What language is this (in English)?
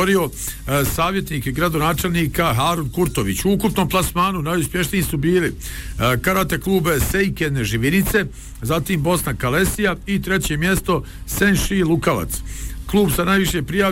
Bosnian